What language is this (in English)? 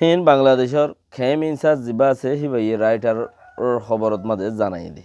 Rohingya